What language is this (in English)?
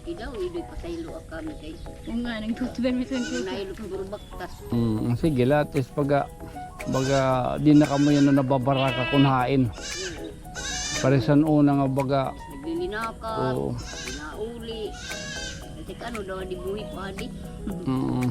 Waray